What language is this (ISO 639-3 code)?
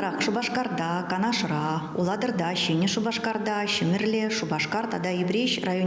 chv